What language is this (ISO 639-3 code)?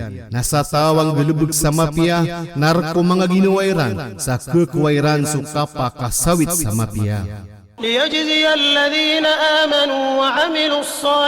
mrw